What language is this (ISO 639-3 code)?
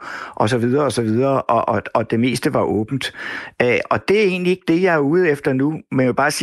dan